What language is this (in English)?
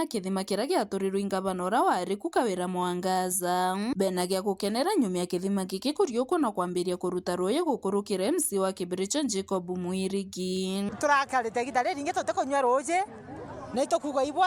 Meru